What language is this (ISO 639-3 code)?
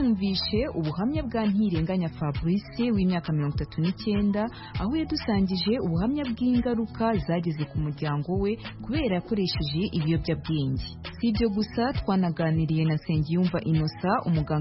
kin